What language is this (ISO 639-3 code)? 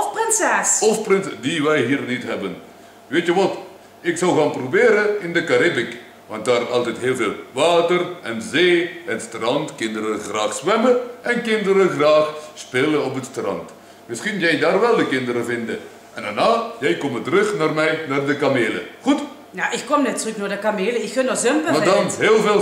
lim